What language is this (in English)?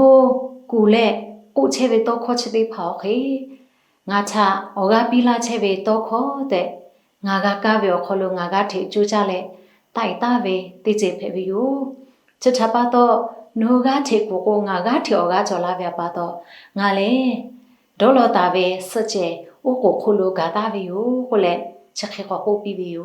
Lahu